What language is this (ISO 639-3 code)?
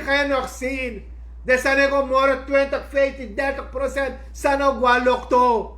srn